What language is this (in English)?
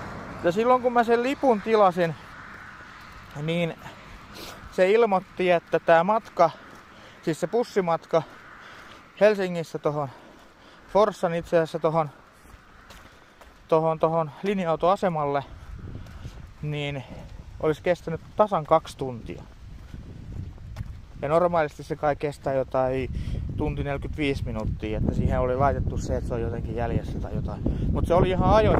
Finnish